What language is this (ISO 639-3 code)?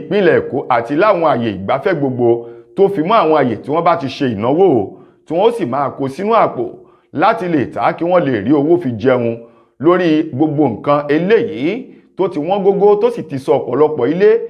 yor